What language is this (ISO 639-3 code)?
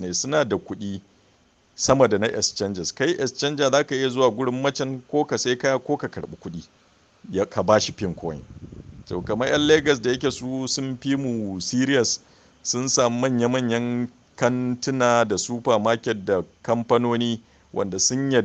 hau